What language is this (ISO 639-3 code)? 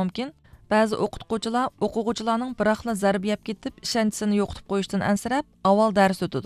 uig